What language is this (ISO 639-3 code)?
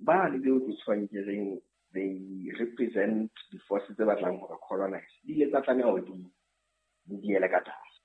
sot